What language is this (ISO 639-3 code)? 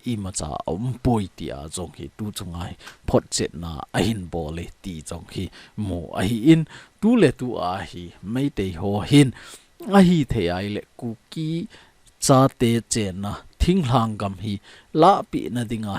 tcz